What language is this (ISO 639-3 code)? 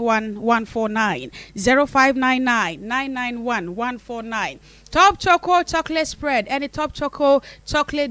aka